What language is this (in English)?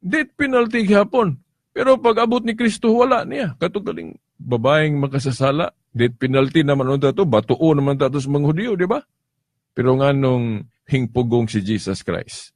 Cebuano